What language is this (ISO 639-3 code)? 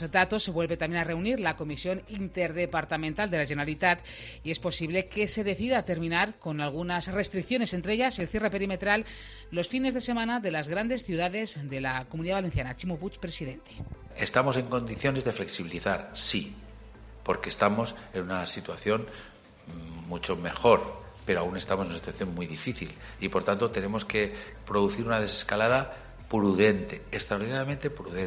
spa